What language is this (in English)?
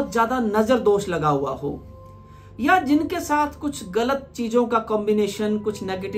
Hindi